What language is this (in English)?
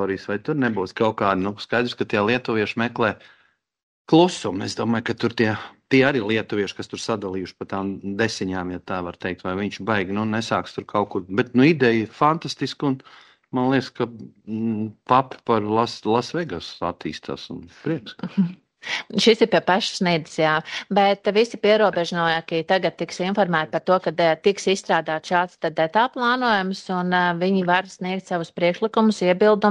Latvian